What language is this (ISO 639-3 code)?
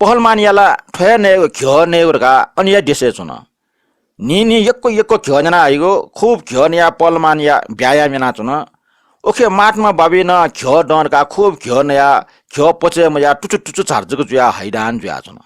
new